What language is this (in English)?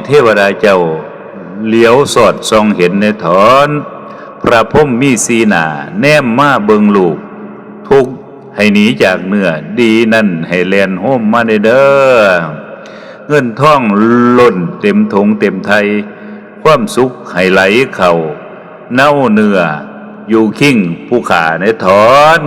Lao